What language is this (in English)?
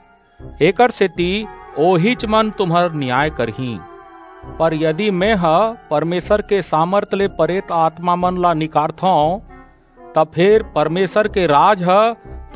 Chhattisgarhi